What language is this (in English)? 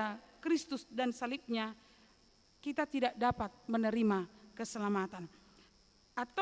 Batak Toba